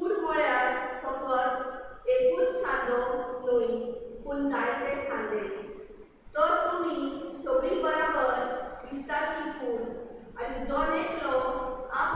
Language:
Konkani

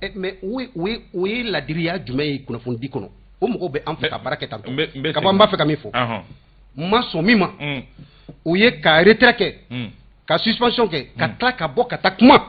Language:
Bambara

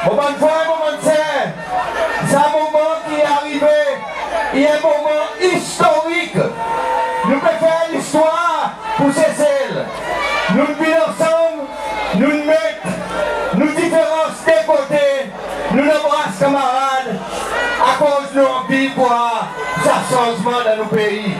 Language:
Seselwa Creole French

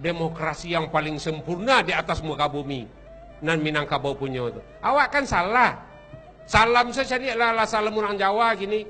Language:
Minangkabau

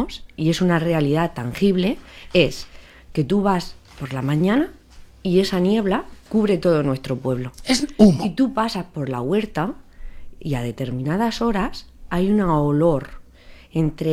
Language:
Spanish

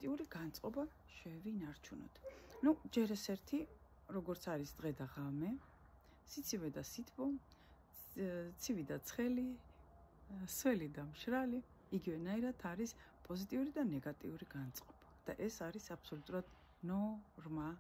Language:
Georgian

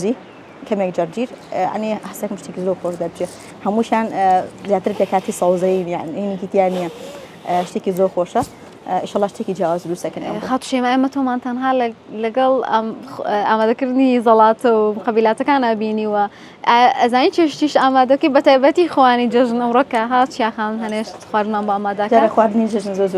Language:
Central Kurdish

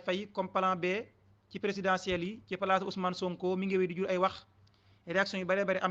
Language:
Wolof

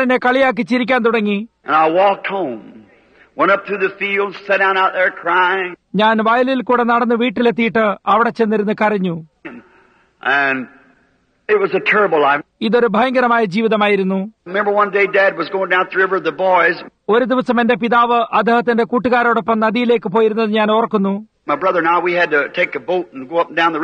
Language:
Malayalam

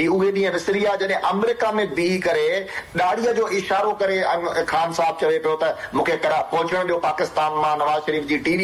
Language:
Sindhi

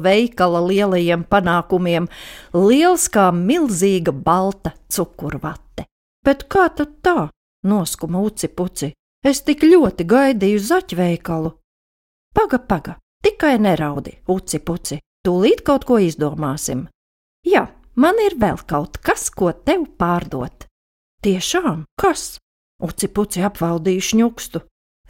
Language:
Latvian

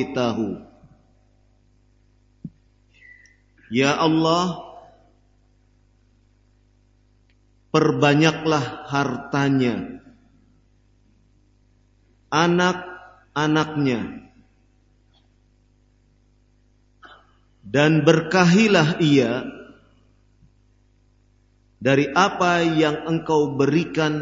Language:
Indonesian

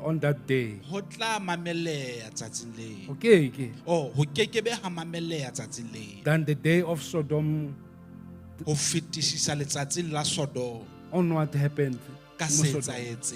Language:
Southern Sotho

